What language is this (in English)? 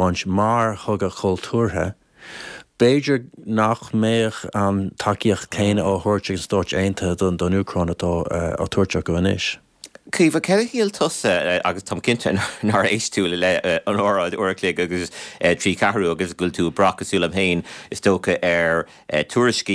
Irish